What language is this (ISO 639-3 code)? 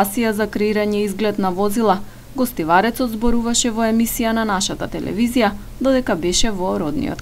mkd